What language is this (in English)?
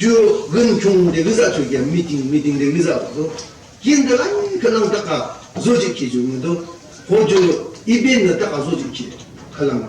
Yimchungru Naga